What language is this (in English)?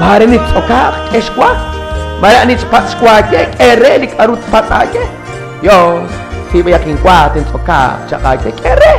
Kekchí